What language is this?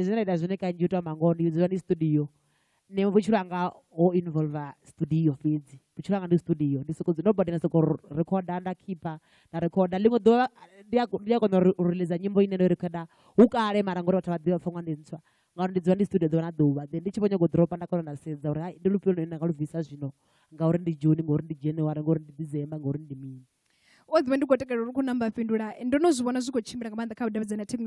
Venda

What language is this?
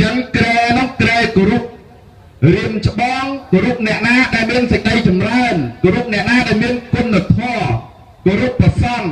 Khmer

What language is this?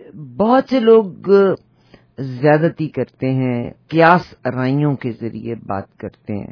Urdu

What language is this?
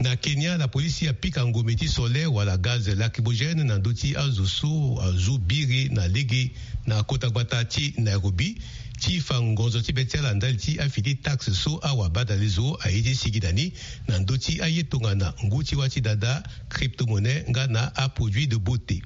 Sango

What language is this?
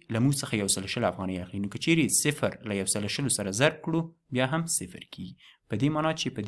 Pashto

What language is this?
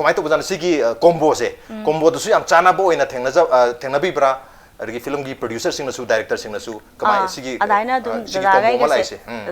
Manipuri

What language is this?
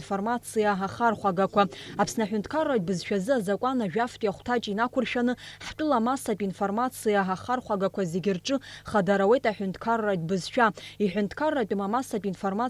Abkhazian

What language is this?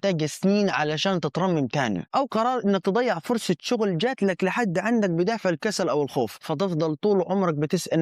Egyptian Arabic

